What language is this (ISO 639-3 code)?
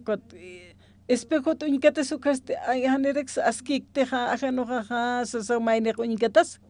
aym